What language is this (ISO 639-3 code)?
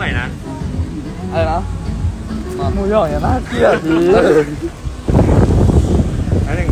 tha